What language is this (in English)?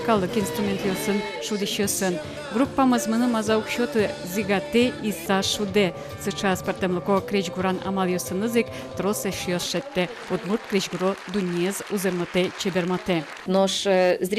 Udmurt